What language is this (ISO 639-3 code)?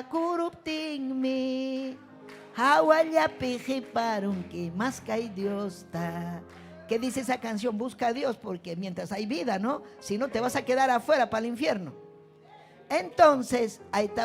quy